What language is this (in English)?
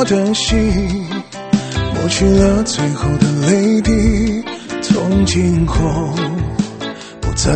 Chinese